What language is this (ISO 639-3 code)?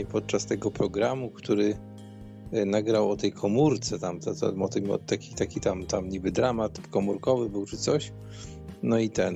pol